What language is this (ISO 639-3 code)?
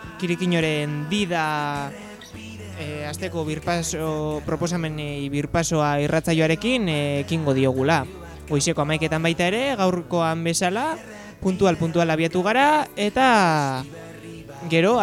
eus